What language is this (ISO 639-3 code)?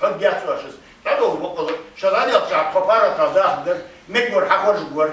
inh